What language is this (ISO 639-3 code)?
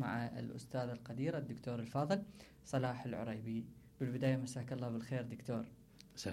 acm